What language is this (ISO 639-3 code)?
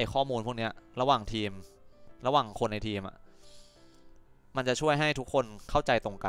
tha